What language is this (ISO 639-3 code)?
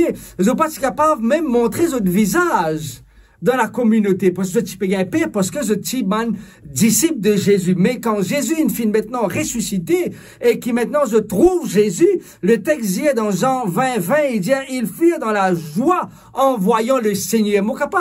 mfe